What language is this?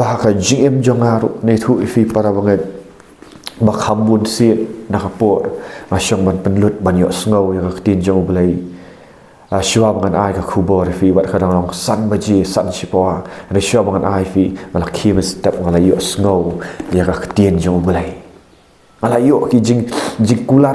Khasi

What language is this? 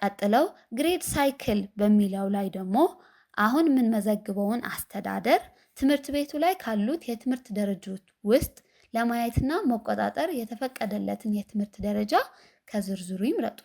Amharic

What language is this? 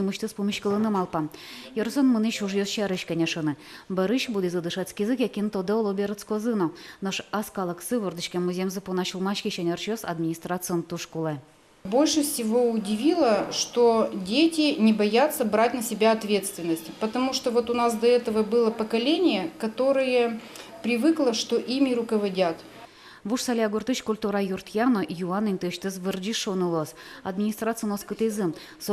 Udmurt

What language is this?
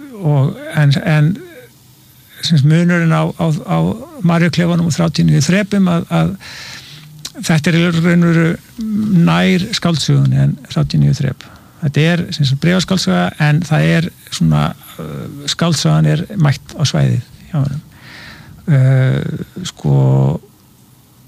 Icelandic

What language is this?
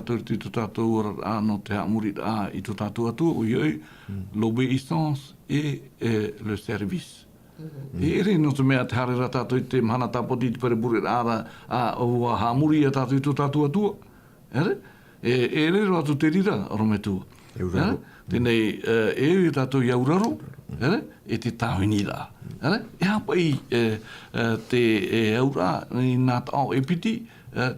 Tahitian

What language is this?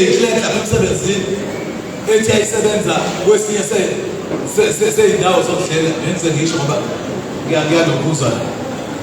Zulu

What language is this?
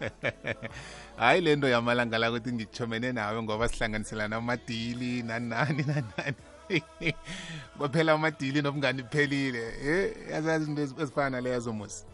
South Ndebele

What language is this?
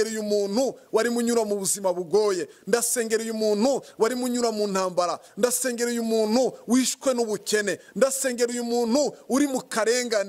Kinyarwanda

